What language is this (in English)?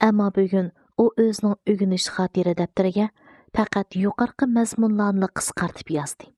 Uyghur